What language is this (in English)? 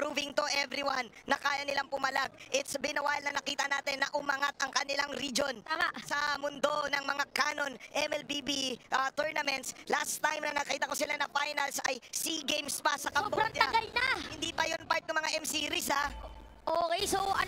Filipino